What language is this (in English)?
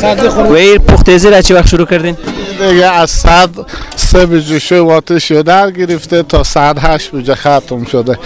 Persian